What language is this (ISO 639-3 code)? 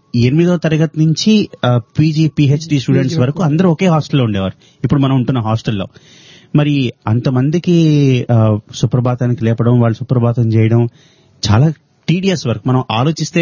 tel